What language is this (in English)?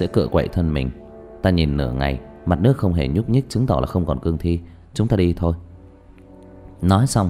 Vietnamese